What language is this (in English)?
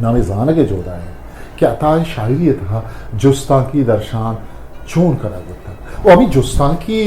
Eastern Balochi